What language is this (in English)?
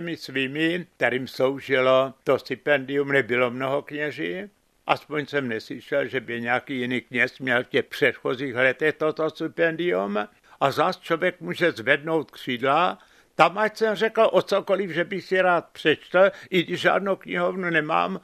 Czech